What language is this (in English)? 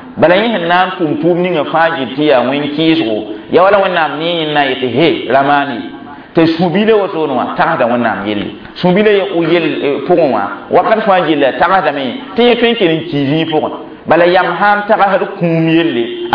Mossi